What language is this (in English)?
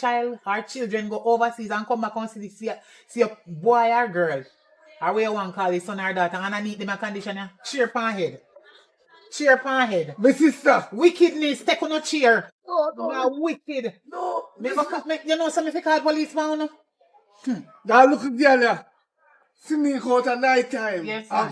Jamaican Creole English